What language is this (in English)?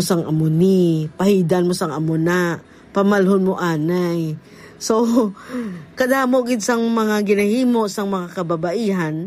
Hiligaynon